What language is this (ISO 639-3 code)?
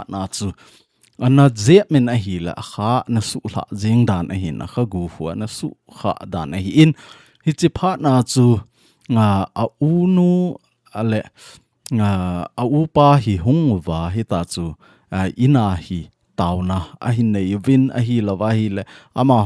tcz